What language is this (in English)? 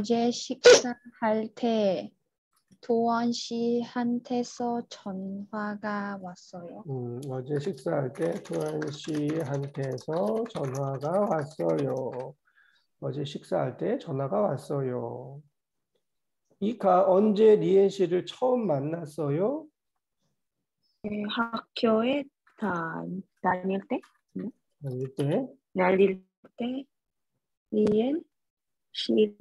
Korean